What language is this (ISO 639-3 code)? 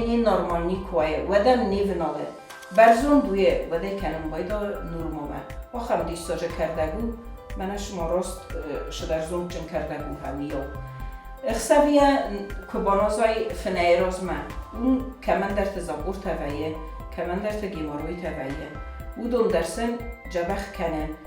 oss